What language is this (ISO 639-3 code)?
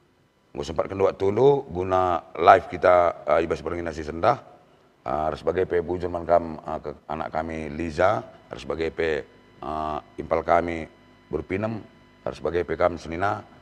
btx